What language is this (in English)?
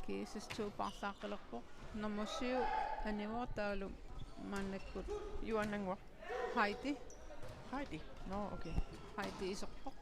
Kalaallisut